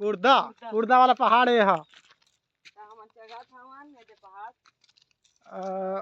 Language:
Chhattisgarhi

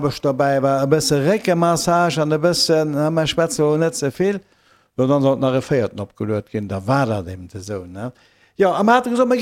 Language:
Luxembourgish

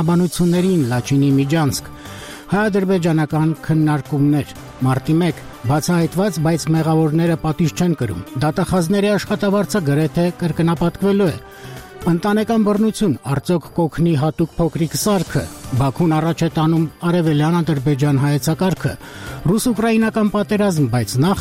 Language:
Armenian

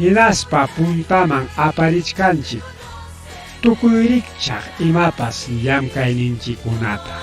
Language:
Ayacucho Quechua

